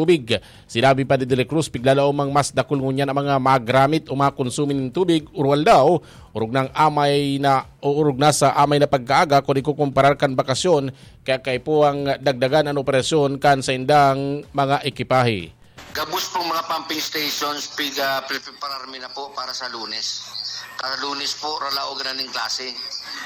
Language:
Bikol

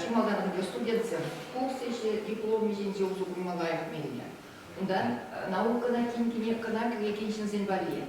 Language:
Chuvash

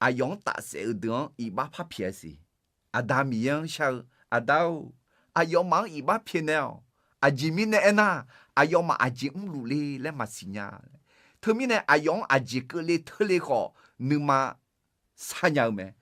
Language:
Akha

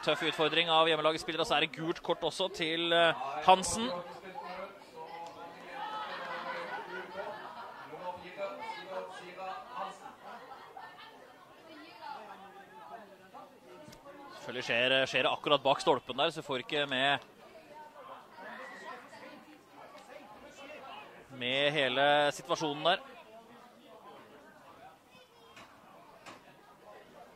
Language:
Norwegian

